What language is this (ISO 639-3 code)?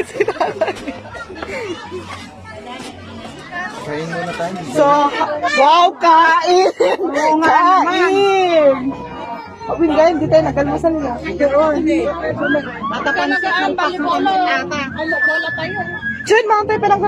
fil